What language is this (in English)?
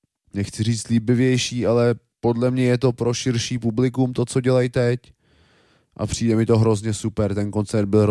Czech